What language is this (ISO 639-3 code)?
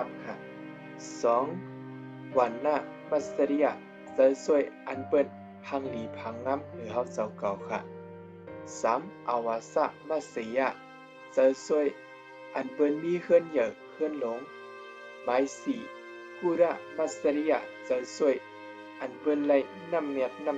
shn